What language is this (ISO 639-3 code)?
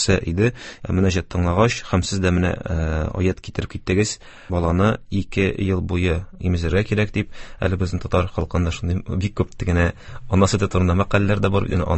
tat